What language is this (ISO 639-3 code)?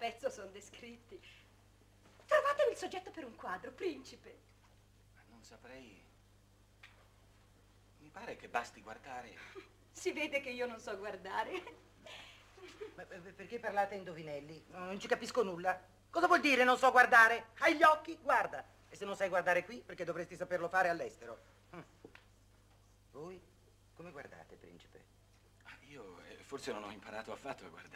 ita